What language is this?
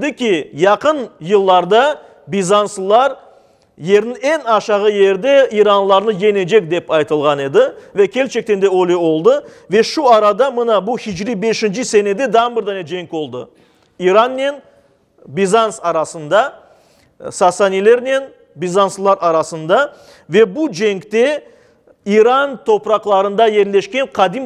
Crimean Tatar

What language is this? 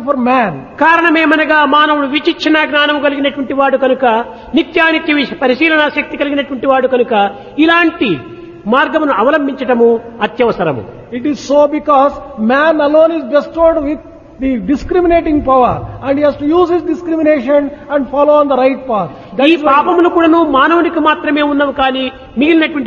Telugu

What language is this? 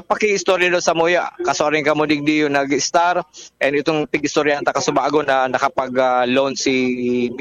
Bikol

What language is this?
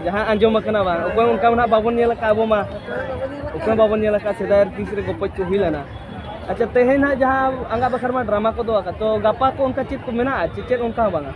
Santali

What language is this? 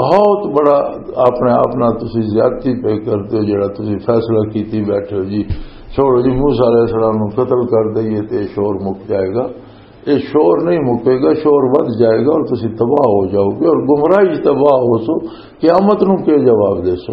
Western Panjabi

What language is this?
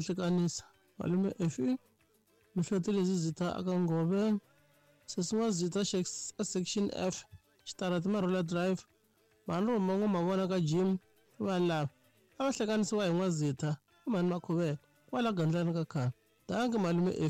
Tsonga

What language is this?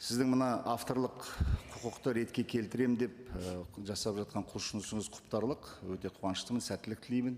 Kazakh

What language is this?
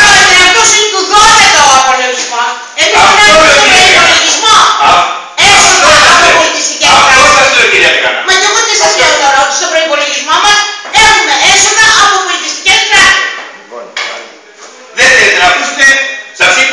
Greek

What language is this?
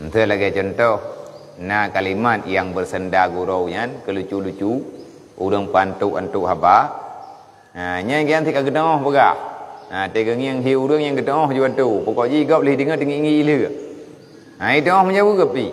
Achinese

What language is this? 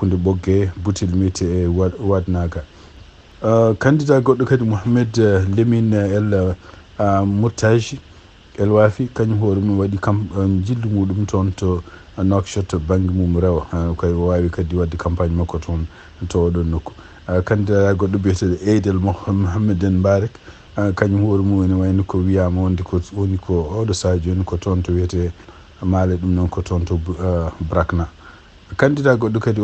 Fula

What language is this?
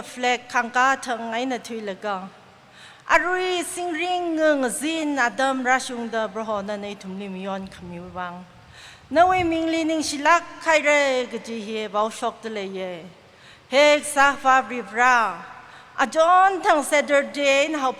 Tangkhul Naga (India)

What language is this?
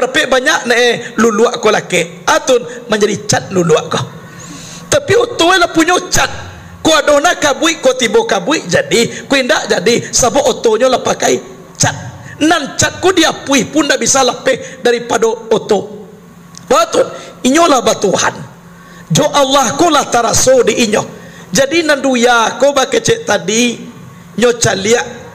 Minangkabau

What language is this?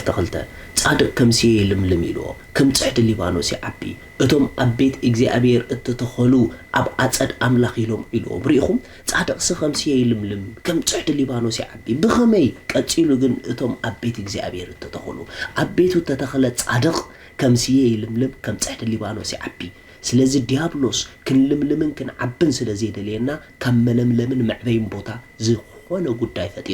Tigrinya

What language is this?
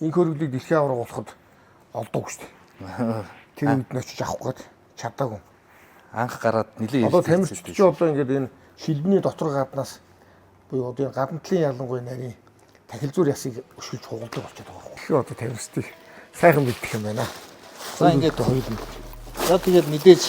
Mongolian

